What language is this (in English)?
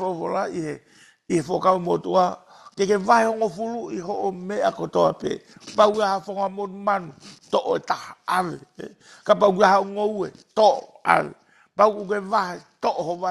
Tongan